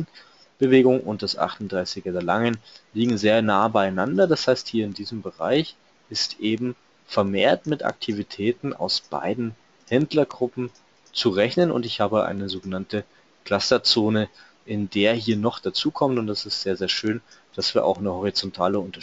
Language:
German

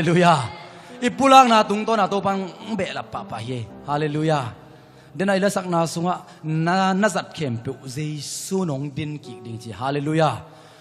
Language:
Tedim Chin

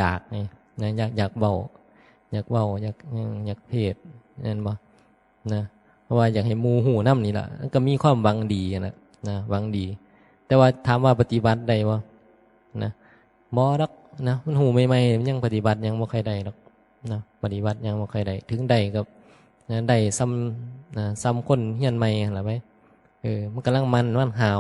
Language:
Northeastern Thai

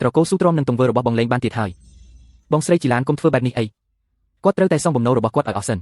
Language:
Khmer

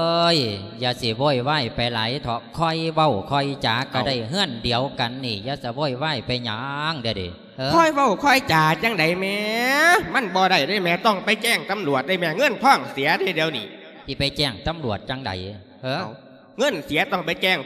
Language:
Lao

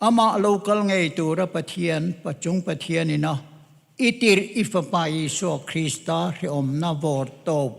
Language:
Mizo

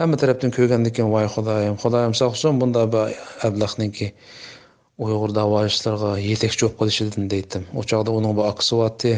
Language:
Uyghur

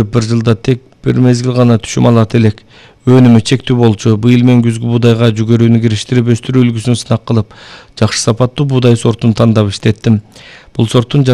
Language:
Kyrgyz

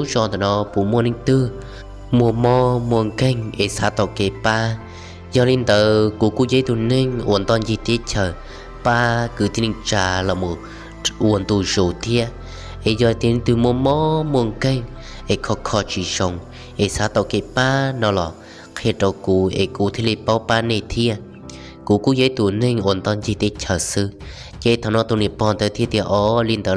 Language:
Hmong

